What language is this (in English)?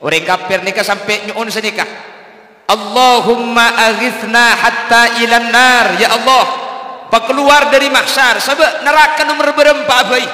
Madurese